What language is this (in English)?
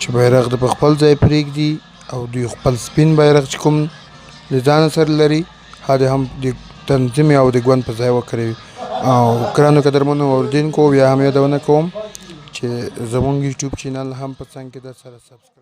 Pashto